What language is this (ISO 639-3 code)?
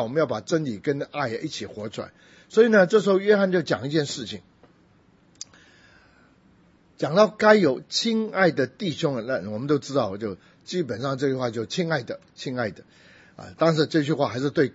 zho